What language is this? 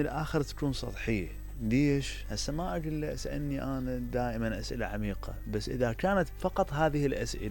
Mesopotamian Arabic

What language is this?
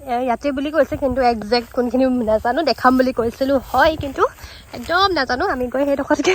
Assamese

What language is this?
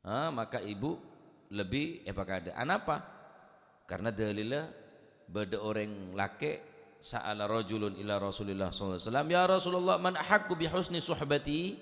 Madurese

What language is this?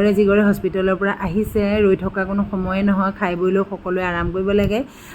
Assamese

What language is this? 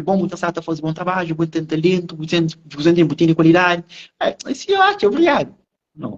Kabuverdianu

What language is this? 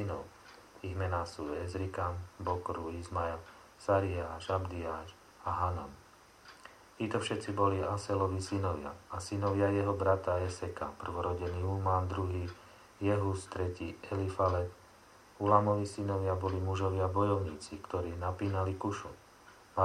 Slovak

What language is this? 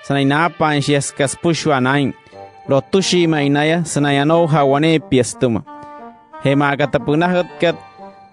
Wayuu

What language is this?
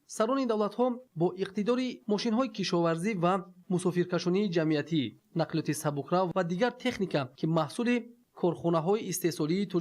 Tajik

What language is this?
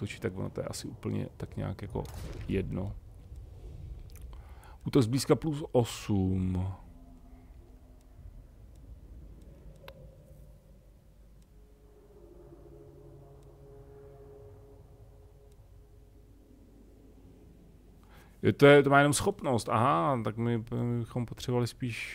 Czech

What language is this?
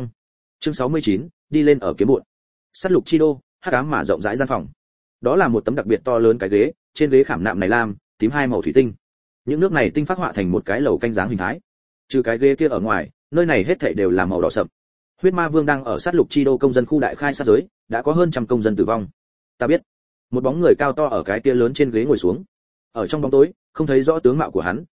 Vietnamese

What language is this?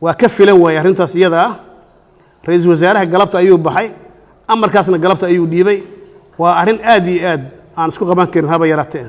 Somali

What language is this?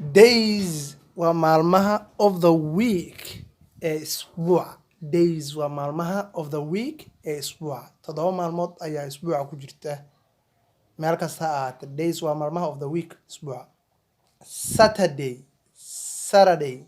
Somali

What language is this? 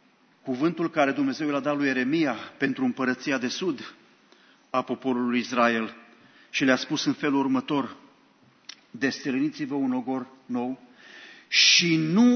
Romanian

